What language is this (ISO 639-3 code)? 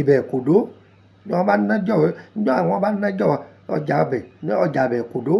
yor